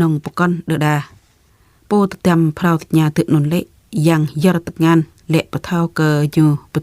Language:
Jarai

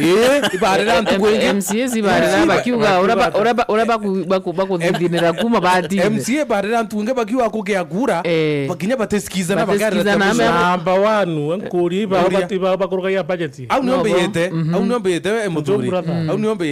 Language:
Meru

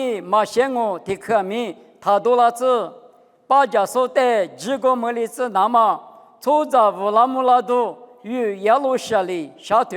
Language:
Lisu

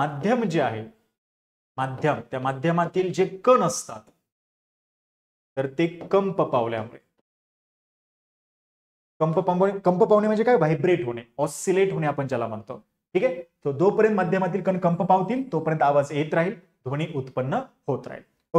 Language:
Marathi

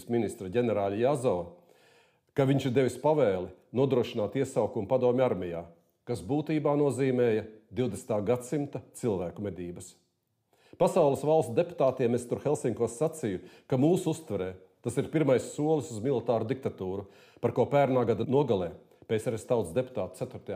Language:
Latvian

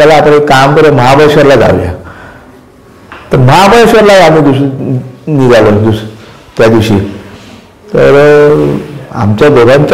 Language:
Marathi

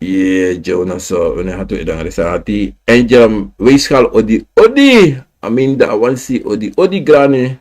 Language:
Sranan Tongo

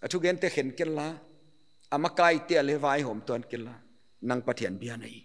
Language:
Paite Chin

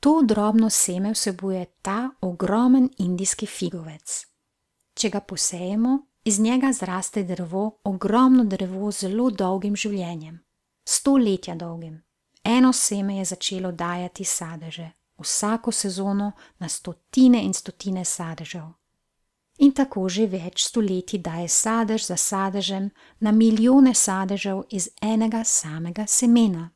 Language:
Slovenian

